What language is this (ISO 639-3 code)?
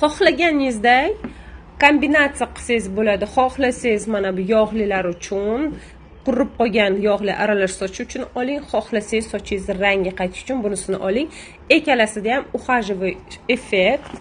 uzb